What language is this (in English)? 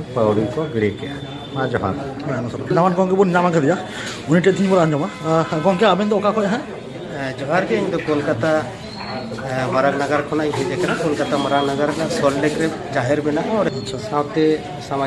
Santali